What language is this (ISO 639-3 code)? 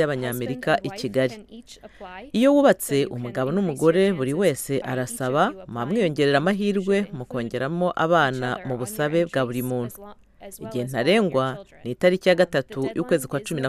kin